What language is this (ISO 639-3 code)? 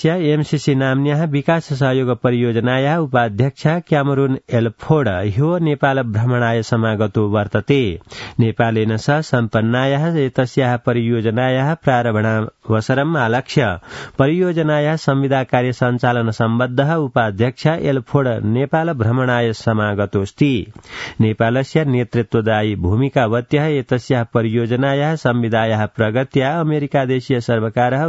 san